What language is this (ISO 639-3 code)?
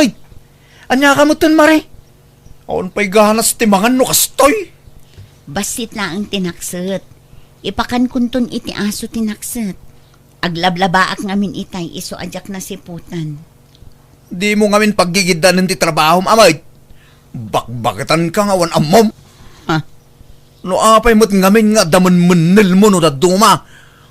ilo